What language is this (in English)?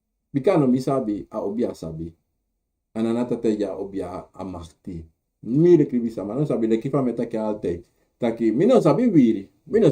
Sranan Tongo